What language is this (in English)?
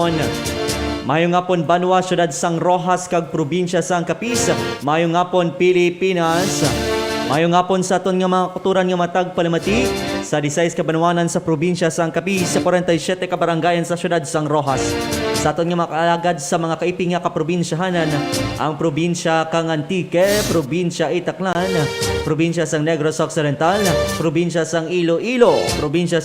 Hiligaynon